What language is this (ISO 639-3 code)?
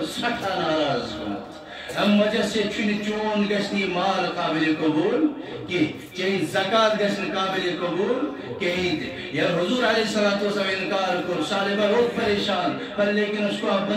kas